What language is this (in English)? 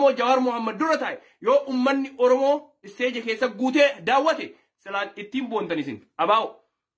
Oromo